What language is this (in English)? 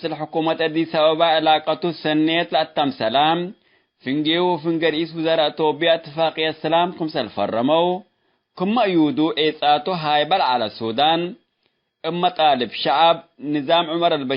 Tigre